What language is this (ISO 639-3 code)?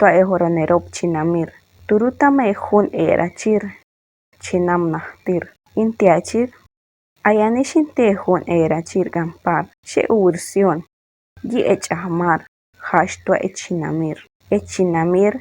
caa